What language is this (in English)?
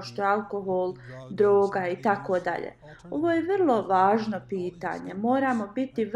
Bosnian